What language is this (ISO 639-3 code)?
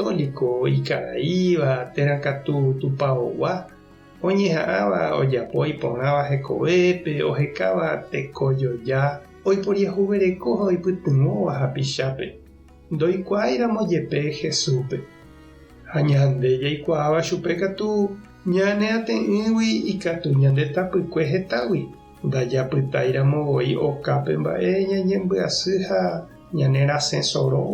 grn